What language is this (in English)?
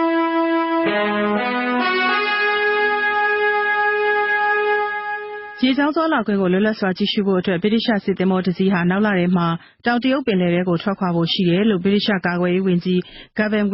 Burmese